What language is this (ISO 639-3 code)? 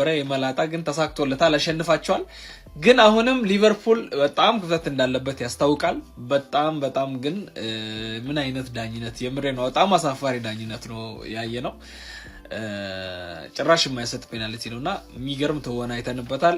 amh